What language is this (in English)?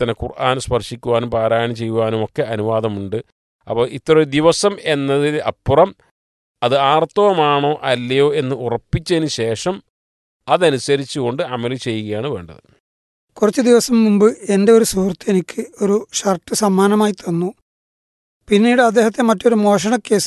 Malayalam